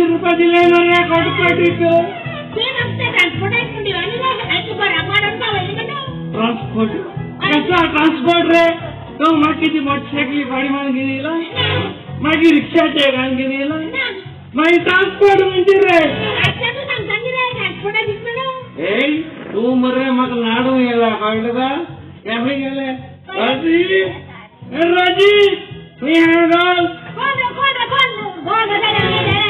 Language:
Konkani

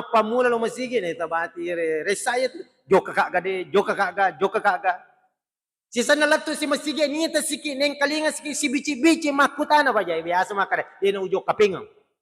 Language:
Buginese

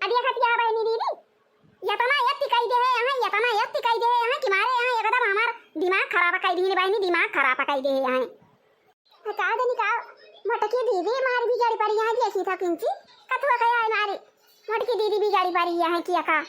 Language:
Awadhi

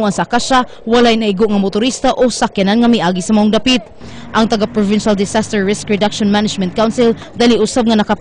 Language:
Cebuano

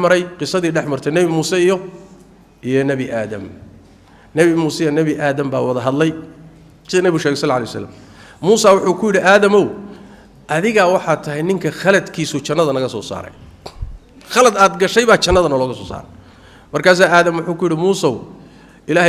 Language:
Somali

